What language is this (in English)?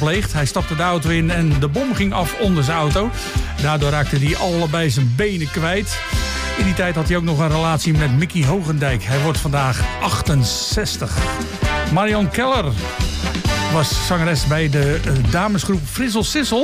Dutch